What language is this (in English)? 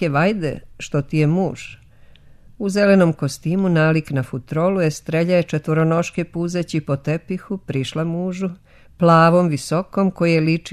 Serbian